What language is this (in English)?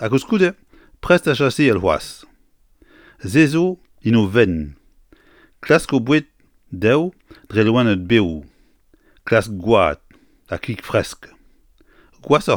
Breton